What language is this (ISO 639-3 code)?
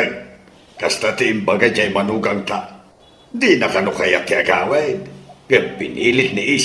ilo